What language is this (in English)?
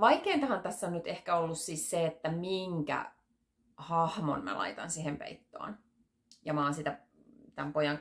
Finnish